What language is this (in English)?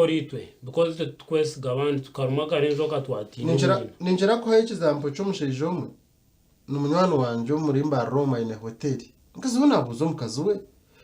Nyankole